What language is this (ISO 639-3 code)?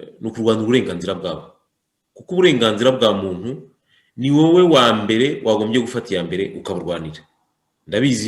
kin